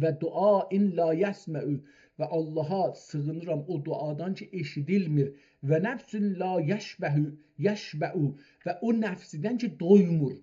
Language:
South Azerbaijani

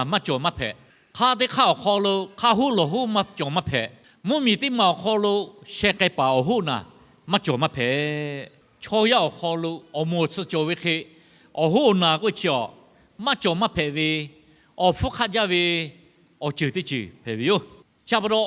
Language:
Lahu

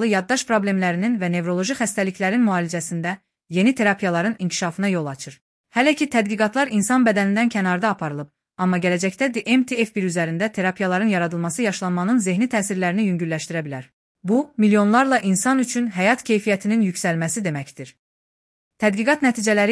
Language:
Azerbaijani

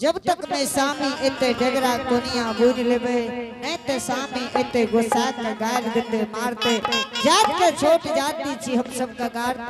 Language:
Angika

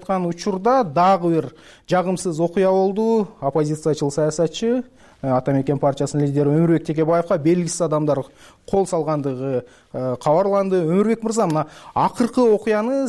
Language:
Kyrgyz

